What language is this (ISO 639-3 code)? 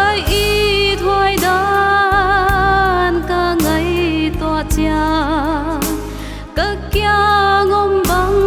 pck